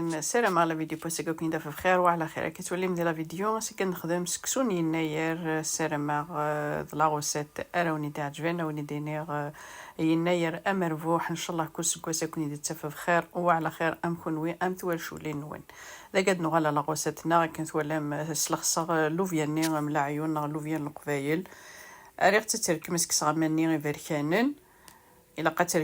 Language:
Kabyle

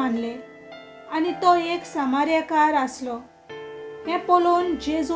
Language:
Konkani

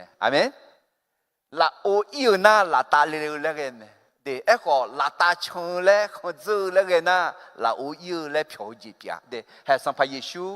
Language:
Akha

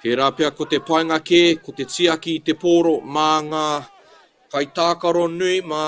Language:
Māori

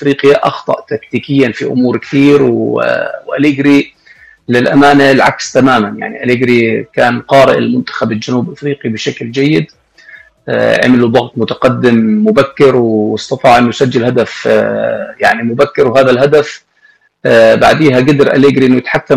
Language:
North Levantine Arabic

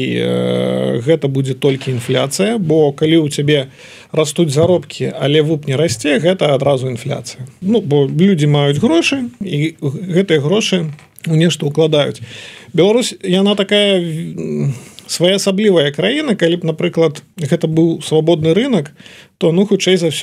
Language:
Belarusian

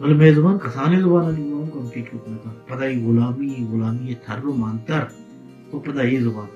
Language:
Baluchi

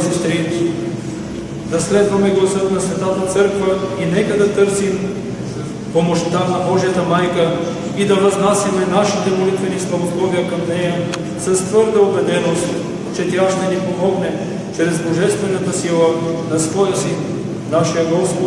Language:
Bulgarian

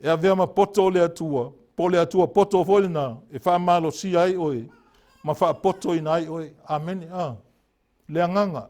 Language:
Samoan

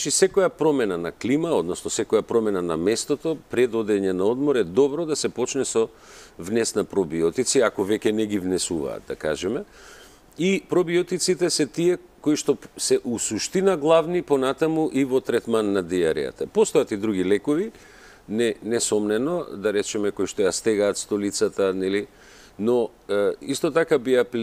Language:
Macedonian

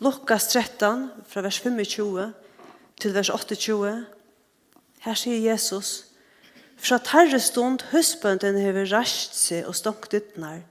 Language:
Faroese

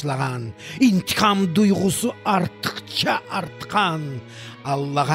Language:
Crimean Tatar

